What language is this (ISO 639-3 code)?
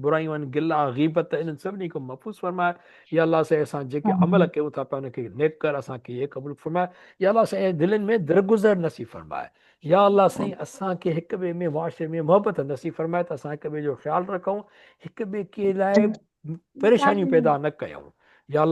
snd